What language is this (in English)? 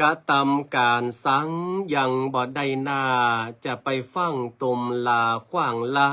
Northern Thai